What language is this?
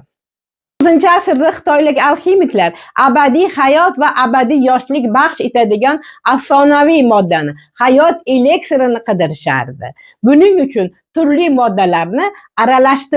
Uzbek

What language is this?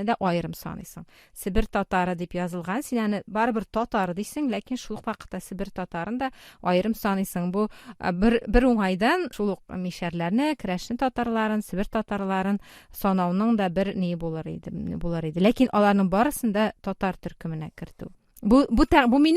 Tatar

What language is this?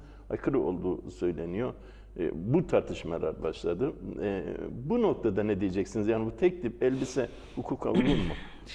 Turkish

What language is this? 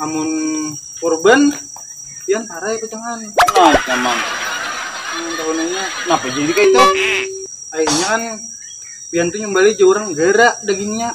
Banjar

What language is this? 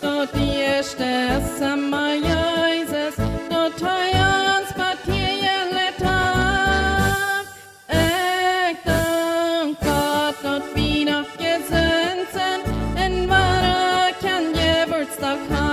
Plautdietsch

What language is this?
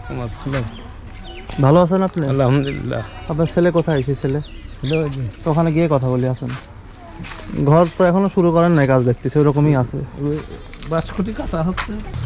Bangla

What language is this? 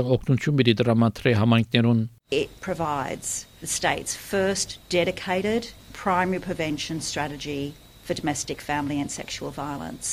Armenian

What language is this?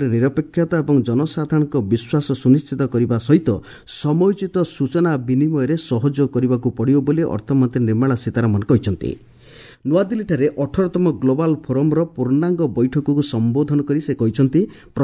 Odia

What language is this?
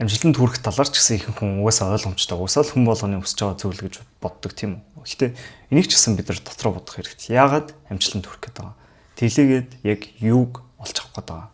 Mongolian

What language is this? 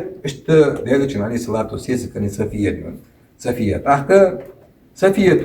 Ingush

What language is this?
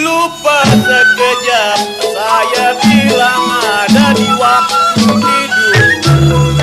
Betawi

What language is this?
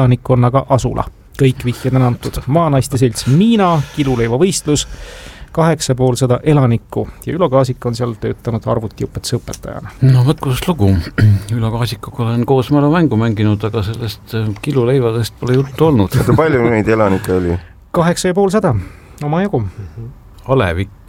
Estonian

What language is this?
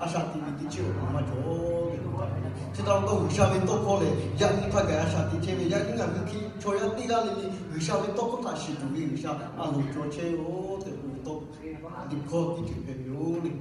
Lahu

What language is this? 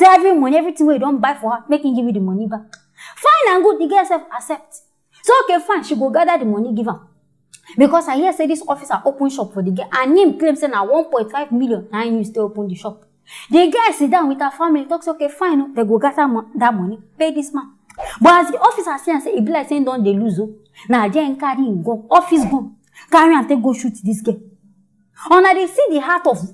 Nigerian Pidgin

